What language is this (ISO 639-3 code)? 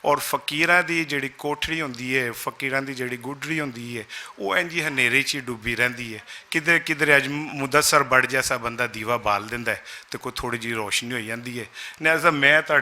lah